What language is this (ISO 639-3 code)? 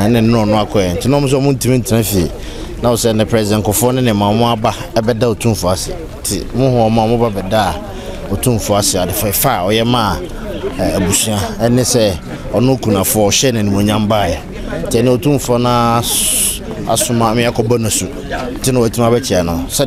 aka